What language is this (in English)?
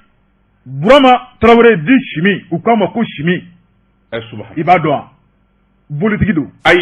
Bambara